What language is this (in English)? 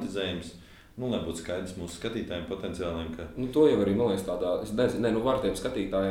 Latvian